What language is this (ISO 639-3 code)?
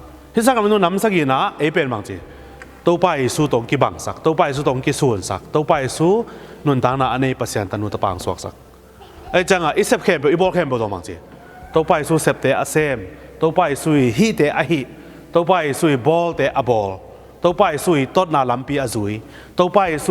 ctd